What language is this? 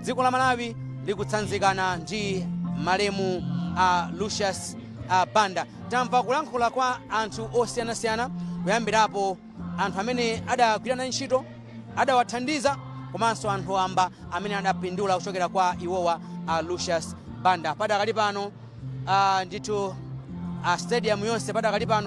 Nyanja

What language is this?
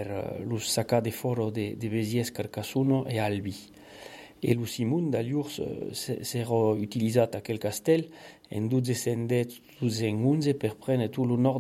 Catalan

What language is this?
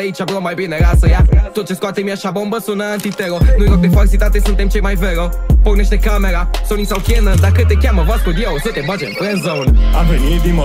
Romanian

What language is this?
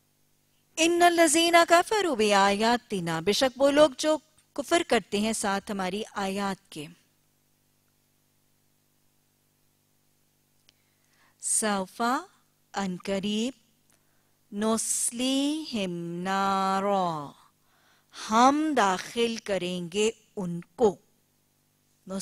Urdu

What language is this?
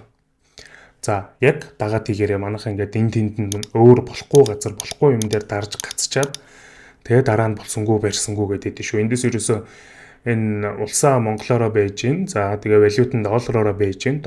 Mongolian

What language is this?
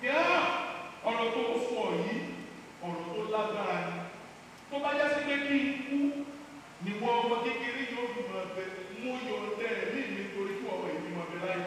Yoruba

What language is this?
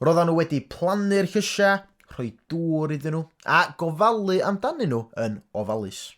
Welsh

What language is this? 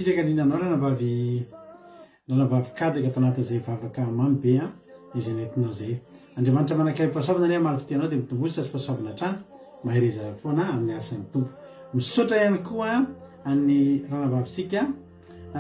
Malagasy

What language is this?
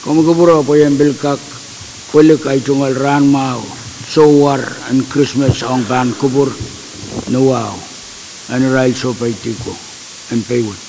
Pohnpeian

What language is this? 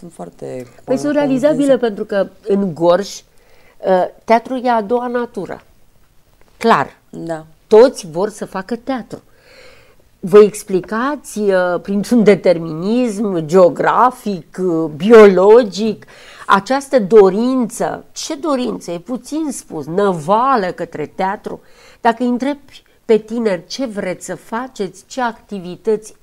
Romanian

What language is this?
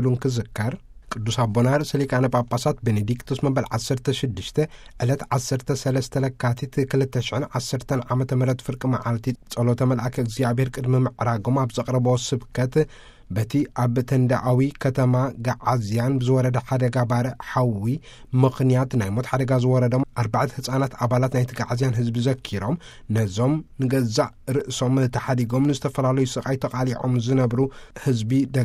Tigrinya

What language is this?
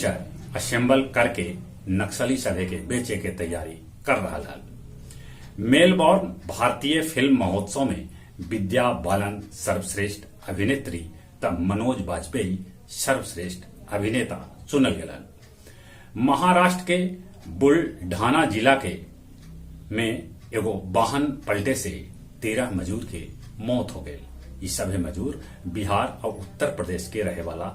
Magahi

